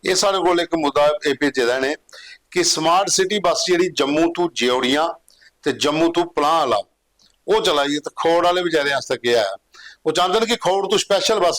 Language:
Dogri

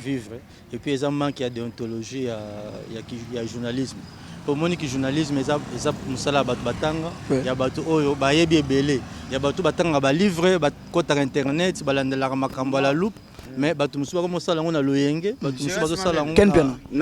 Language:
Lingala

